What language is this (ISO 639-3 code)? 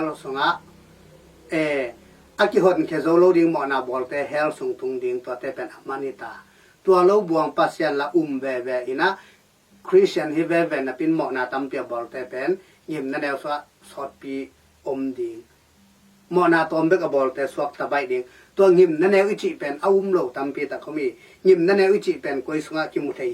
ctd